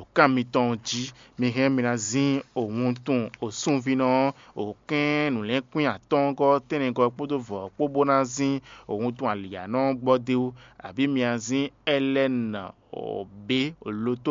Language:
Fon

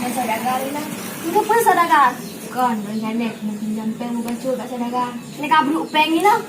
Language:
Achinese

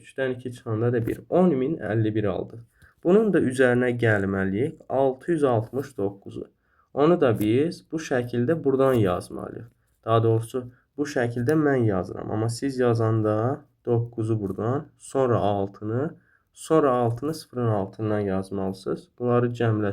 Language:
Azerbaijani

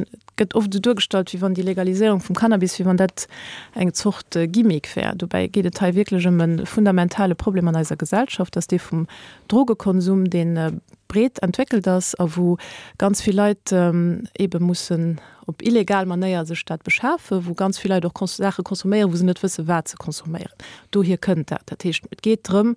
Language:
Luxembourgish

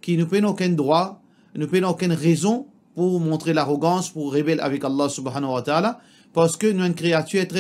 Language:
Morisyen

